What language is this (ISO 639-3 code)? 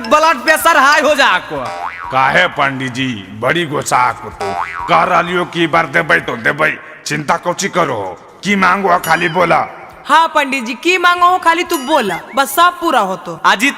mag